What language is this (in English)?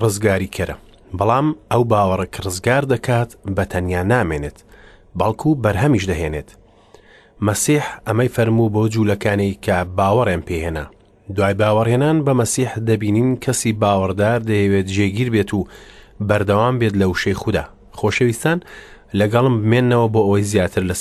Central Kurdish